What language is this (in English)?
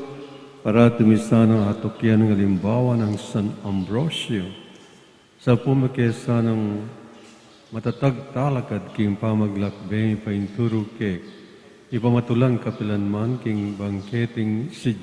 Pampanga